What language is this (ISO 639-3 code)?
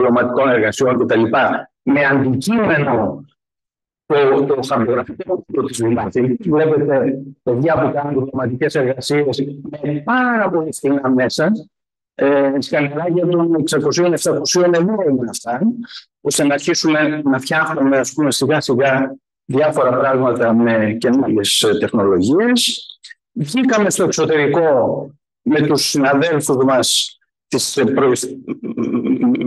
ell